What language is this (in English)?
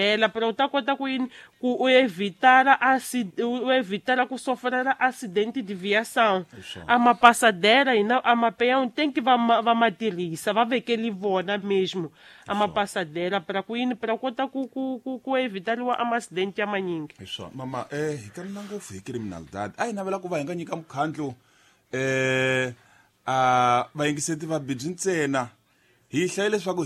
Tsonga